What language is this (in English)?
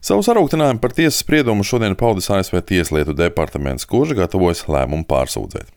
Latvian